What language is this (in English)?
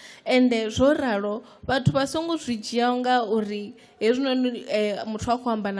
Venda